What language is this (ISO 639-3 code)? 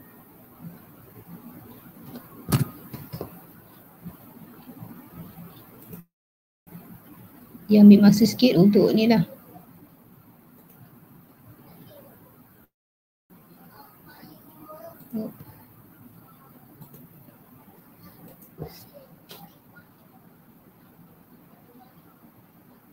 msa